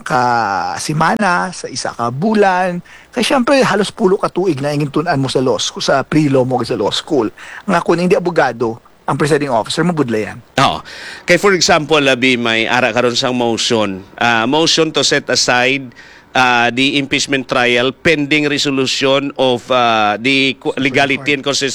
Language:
Hiligaynon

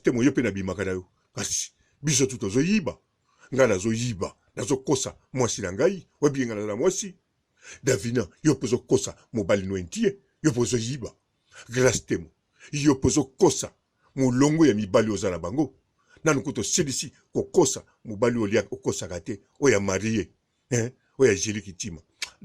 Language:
Lingala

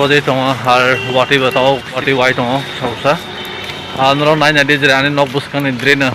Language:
Kok Borok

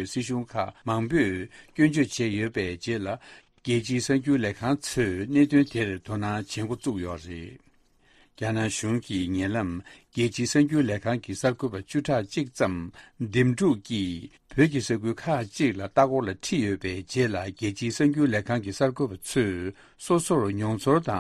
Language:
Tibetan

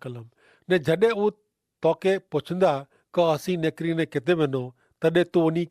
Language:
Kachhi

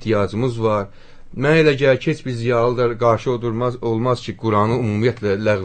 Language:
Azerbaijani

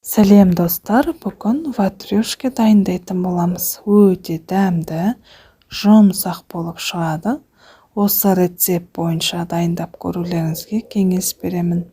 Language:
Kazakh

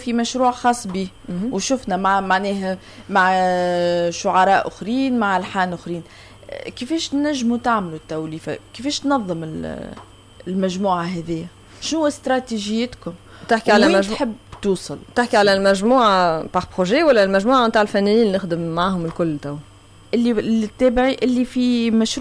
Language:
Tunisian Arabic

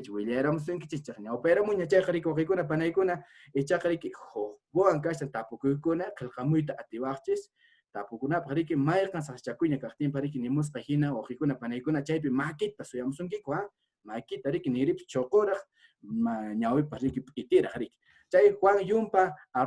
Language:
Quechua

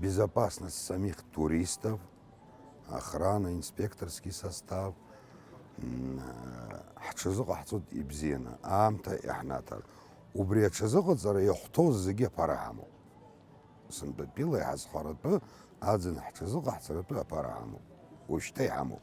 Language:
Abkhazian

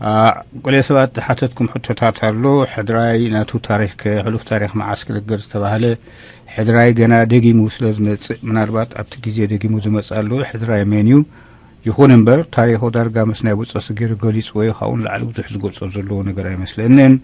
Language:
Tigrinya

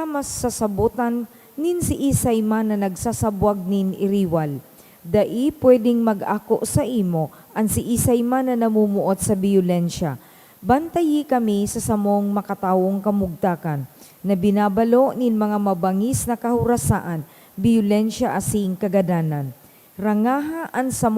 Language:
Bikol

